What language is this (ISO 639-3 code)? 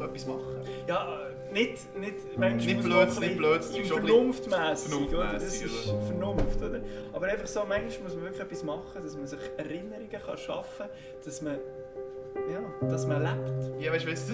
gsw